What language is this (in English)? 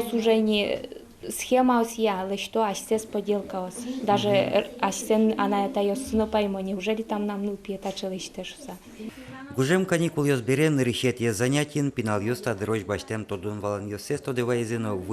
Udmurt